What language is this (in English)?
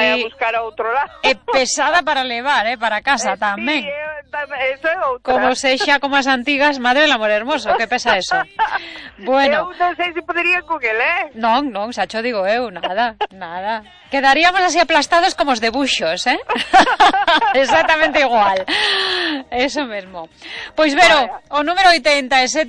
Galician